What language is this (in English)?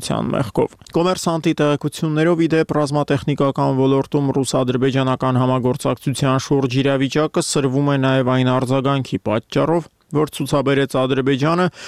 Armenian